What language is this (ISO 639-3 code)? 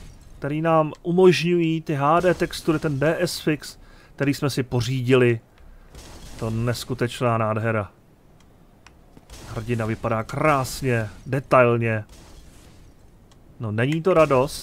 ces